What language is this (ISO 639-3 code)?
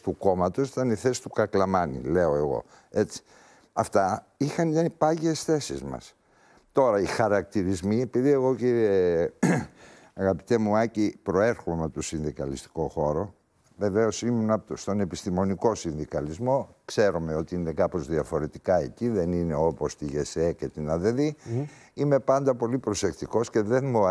ell